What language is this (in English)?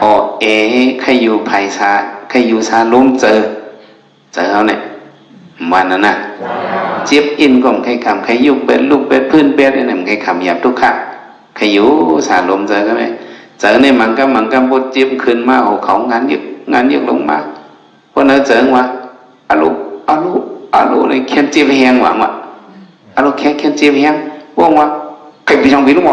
Shan